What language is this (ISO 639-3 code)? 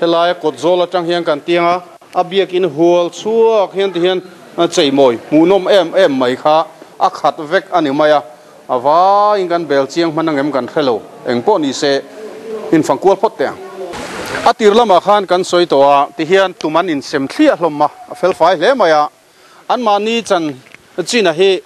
lus